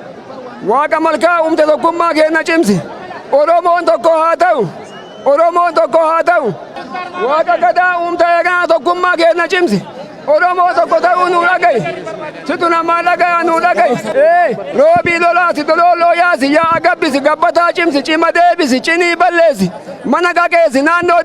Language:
Oromo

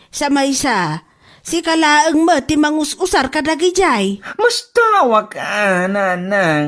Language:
Iloko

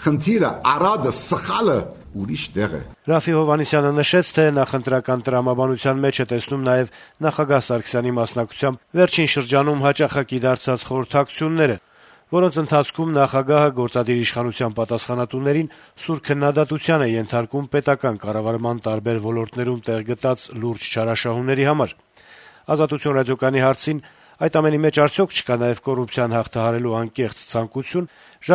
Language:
Armenian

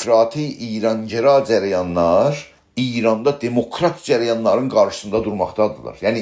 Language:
South Azerbaijani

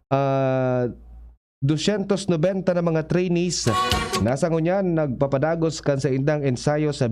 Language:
Bikol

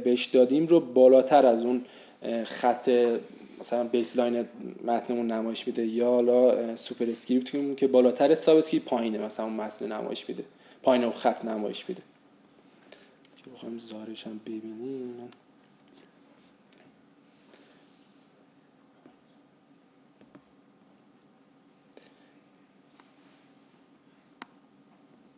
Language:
Persian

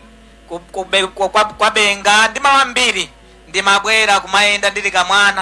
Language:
Nyanja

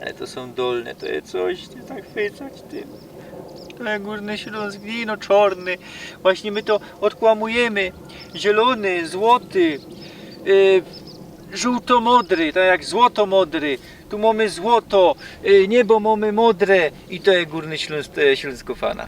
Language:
Silesian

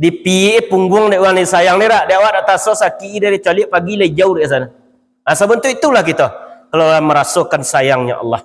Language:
Minangkabau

